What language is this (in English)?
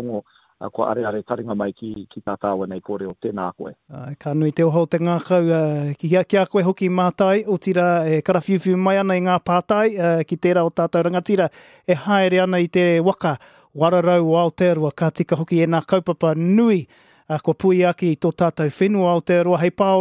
Māori